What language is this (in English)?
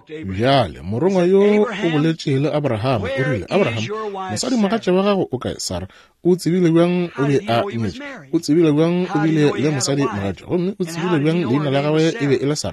Northern Sotho